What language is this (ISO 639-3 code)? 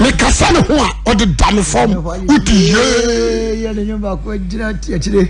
aka